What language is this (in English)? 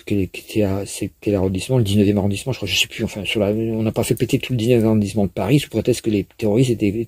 French